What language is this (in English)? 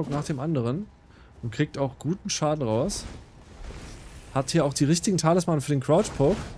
German